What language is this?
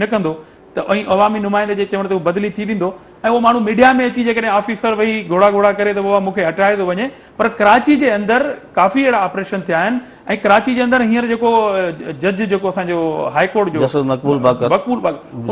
Sindhi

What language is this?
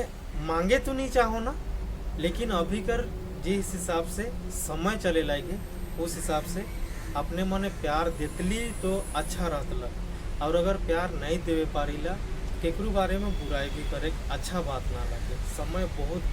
Sadri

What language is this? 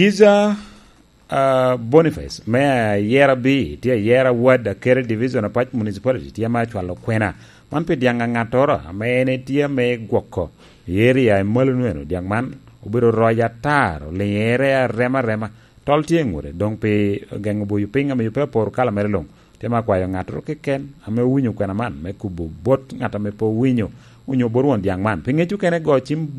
Lango (Uganda)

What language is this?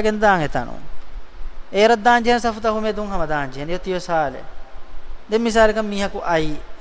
Divehi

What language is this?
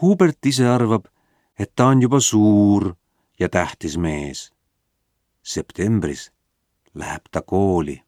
Estonian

